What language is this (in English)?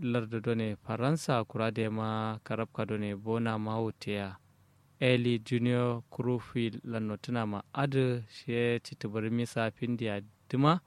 Kanuri